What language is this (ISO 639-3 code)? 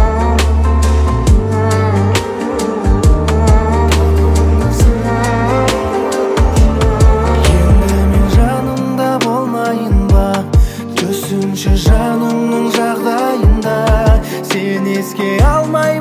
kaz